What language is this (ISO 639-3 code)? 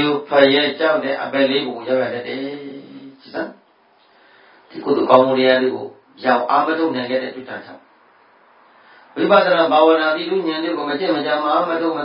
mya